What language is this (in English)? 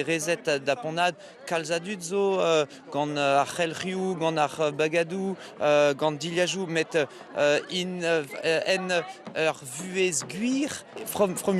Breton